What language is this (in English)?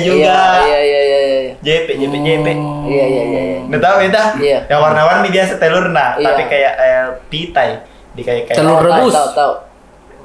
Makassar Malay